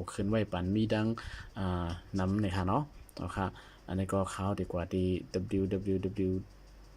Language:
Shan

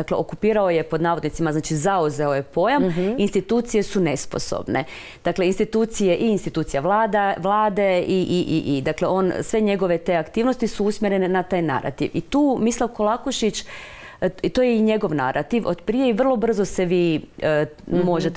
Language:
Croatian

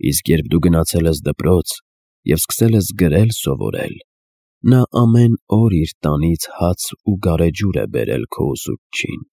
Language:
Armenian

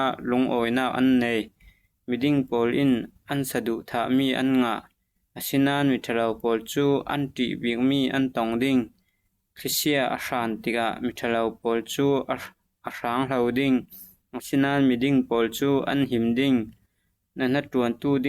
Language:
Falam Chin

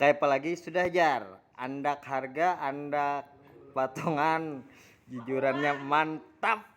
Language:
Banjar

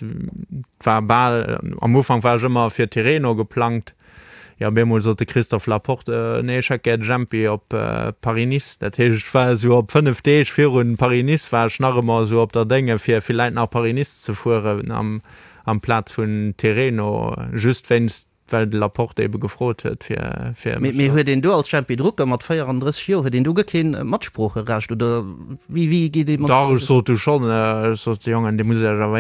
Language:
Luxembourgish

